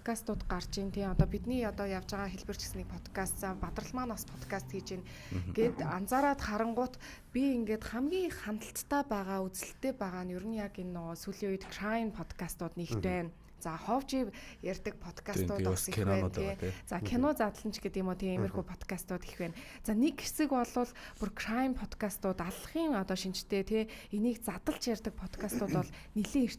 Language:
Mongolian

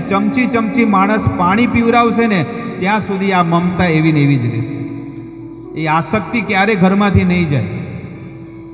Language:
Gujarati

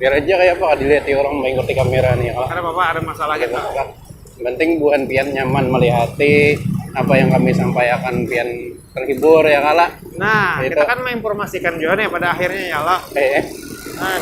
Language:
Banjar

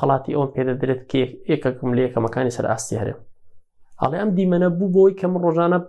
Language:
Central Kurdish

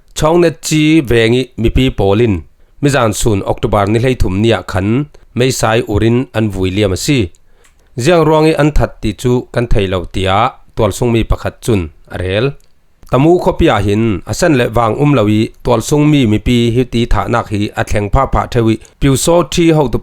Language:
Falam Chin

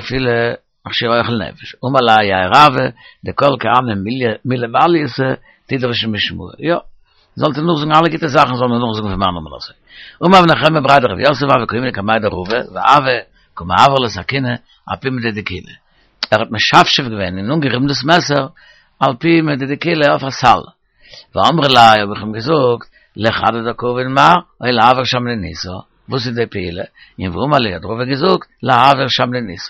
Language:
Yiddish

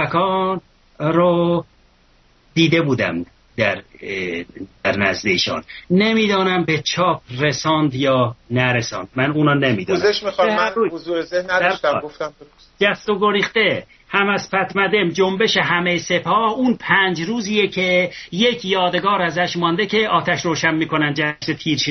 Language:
Persian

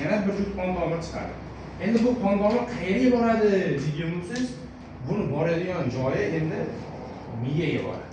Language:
Uzbek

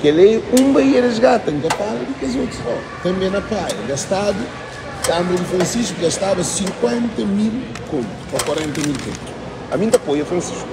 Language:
Kabuverdianu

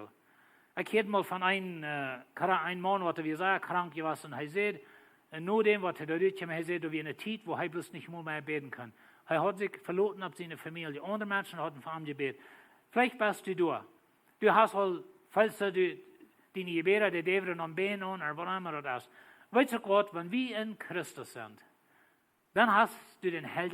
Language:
Plautdietsch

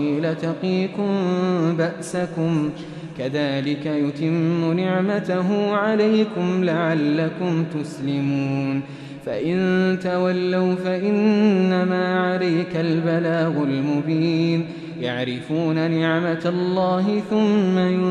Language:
Arabic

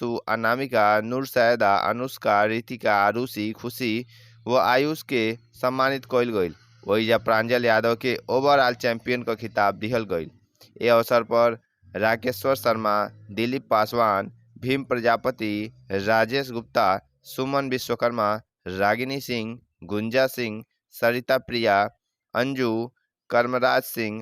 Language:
Bhojpuri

